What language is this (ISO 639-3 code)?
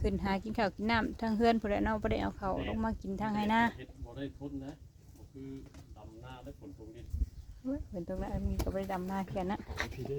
tts